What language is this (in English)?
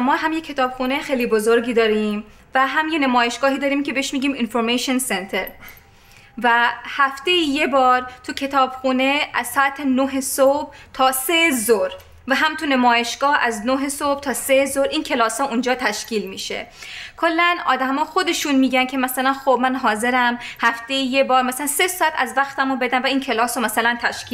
Persian